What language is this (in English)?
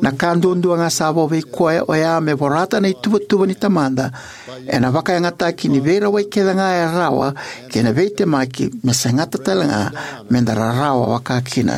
Fijian